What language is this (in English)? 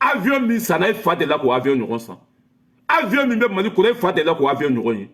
Bambara